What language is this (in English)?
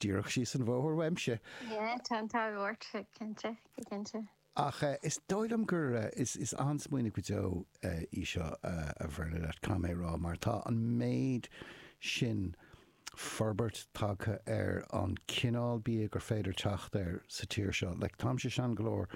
Irish